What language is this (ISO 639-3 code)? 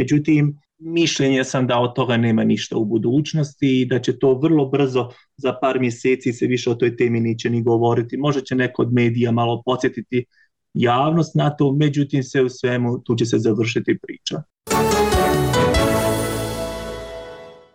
bos